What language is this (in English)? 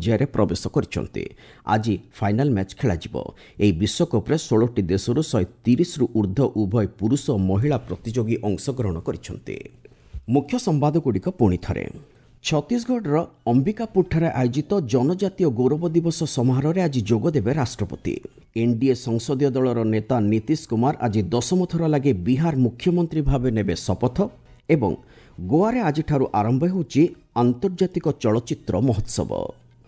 Odia